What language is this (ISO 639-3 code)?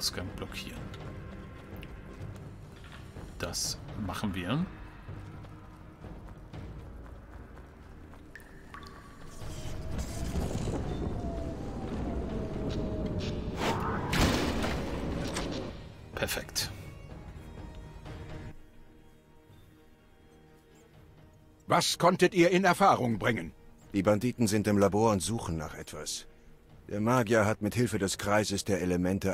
deu